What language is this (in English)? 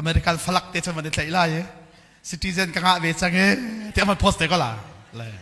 Hakha Chin